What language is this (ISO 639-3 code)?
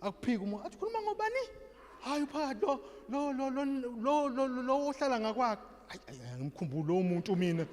zul